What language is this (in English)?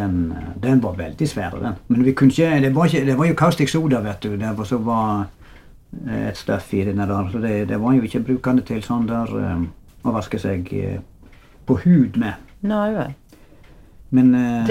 Norwegian